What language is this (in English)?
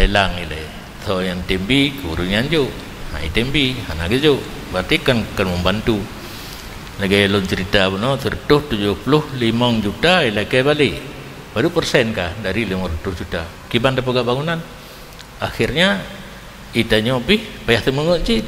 Achinese